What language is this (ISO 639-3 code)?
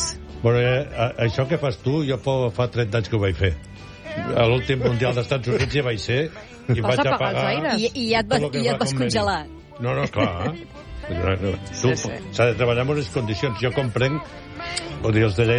cat